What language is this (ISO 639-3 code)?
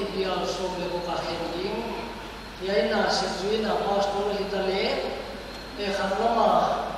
pck